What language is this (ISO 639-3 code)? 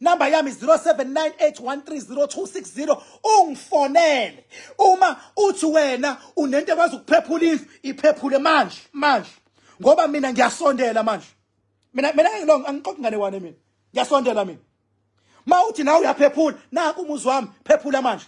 zul